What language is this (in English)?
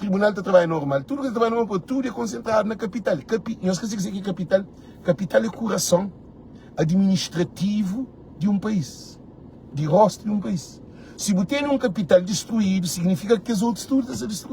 Kabuverdianu